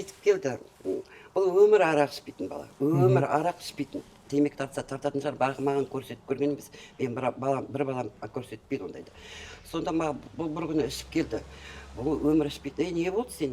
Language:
Kazakh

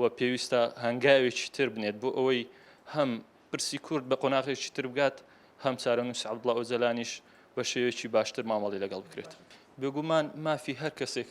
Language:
Central Kurdish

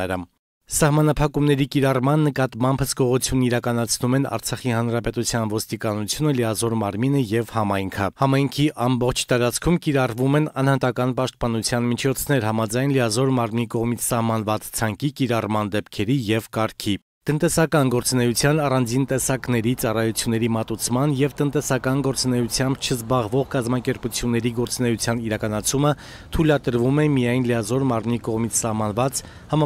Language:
Armenian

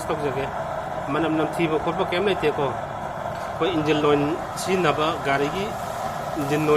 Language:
Manipuri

